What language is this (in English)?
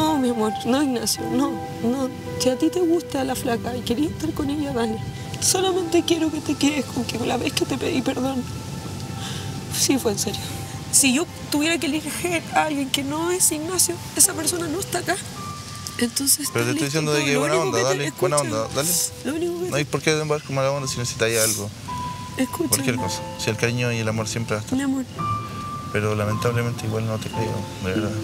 Spanish